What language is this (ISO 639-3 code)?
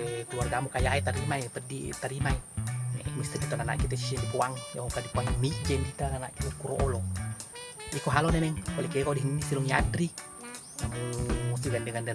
bug